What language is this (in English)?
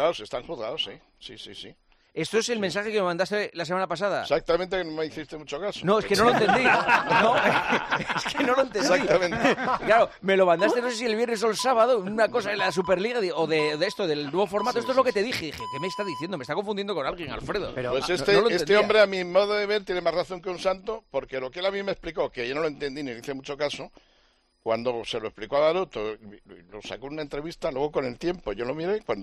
Spanish